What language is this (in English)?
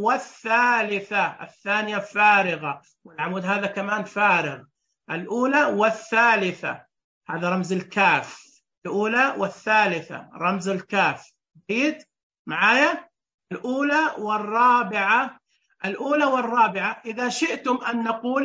Najdi Arabic